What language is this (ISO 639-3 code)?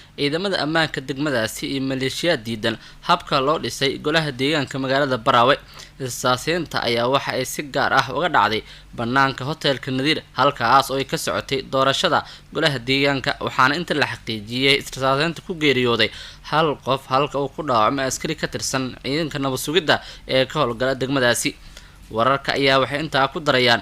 som